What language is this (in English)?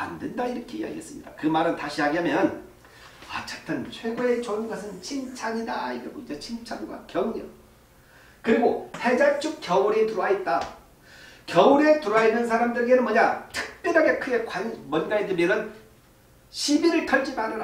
Korean